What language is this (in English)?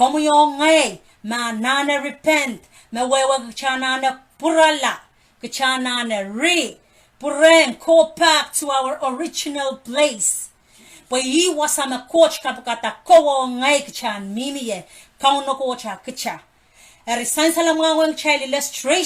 Pohnpeian